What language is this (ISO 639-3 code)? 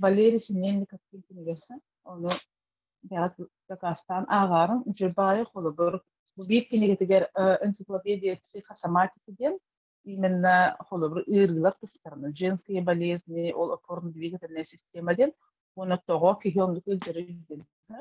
sah